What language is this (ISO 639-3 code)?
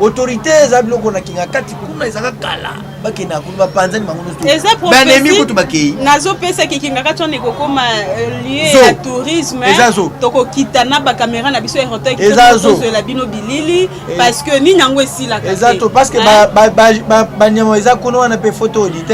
lin